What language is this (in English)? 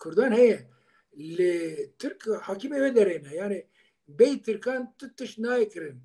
Kurdish